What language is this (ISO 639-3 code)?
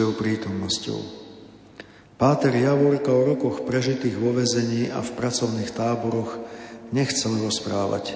slk